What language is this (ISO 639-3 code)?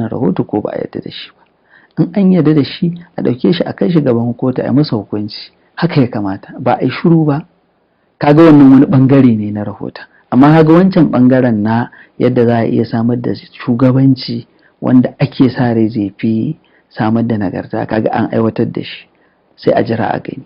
hau